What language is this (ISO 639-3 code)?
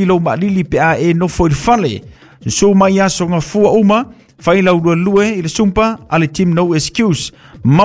smo